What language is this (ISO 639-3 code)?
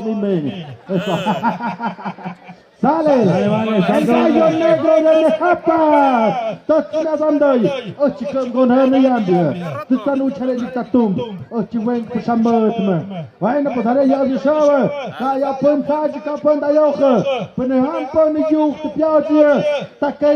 mxp